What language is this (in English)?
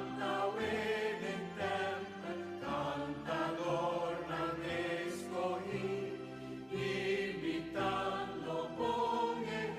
Papiamento